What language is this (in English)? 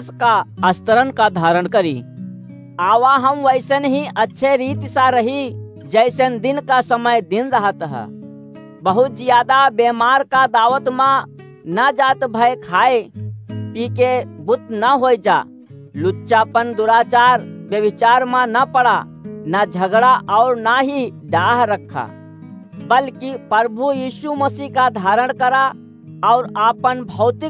Awadhi